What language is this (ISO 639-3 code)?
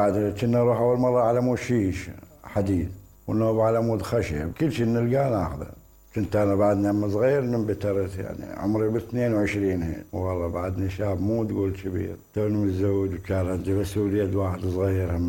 acm